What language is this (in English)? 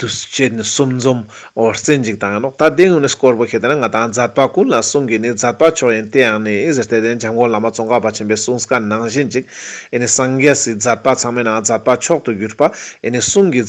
Ladakhi